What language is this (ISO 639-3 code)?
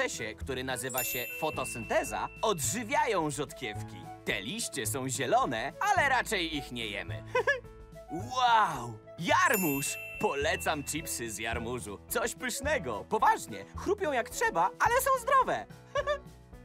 pol